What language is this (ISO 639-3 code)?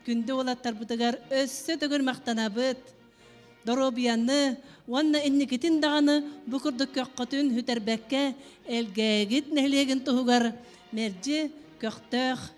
sah